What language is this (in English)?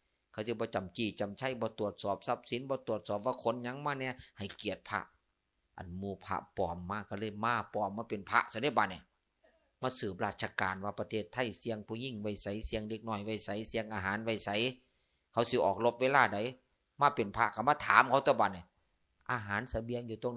Northeastern Thai